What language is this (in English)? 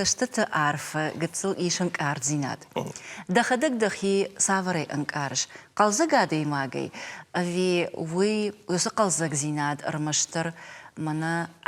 Ossetic